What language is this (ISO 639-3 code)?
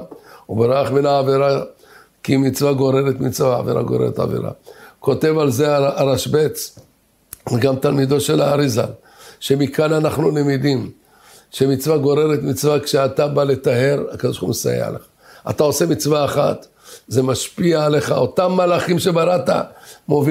heb